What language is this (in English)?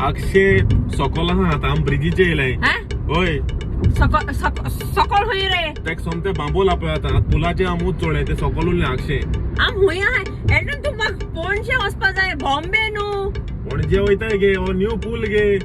Konkani